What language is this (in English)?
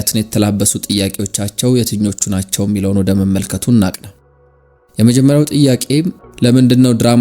Amharic